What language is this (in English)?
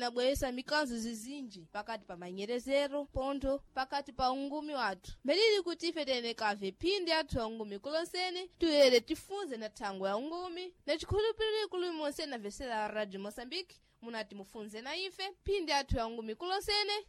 Sena